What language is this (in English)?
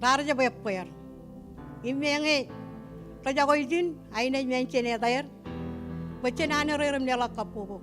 Marshallese